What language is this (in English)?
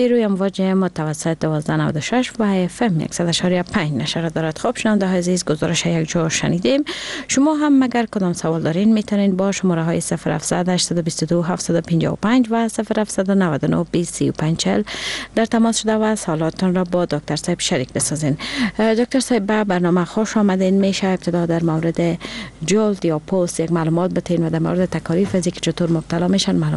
Persian